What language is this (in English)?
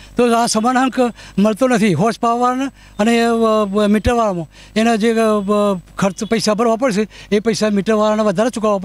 Gujarati